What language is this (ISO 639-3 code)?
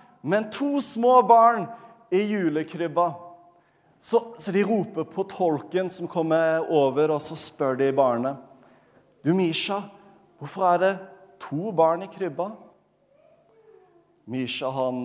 nor